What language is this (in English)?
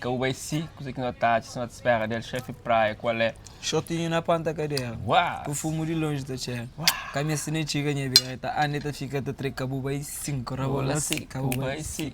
Kabuverdianu